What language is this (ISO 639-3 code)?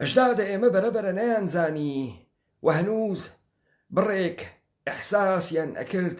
ckb